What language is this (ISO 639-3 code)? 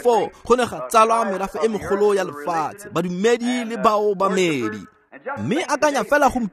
tsn